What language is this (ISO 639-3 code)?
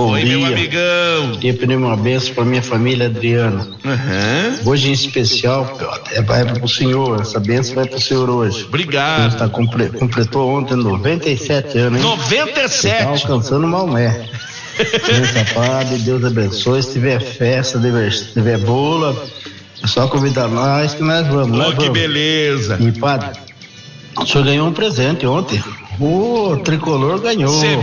por